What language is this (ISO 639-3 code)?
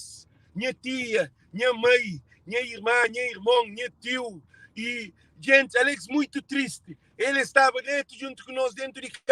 kea